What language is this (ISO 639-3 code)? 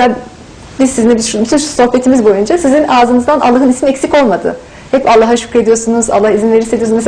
tur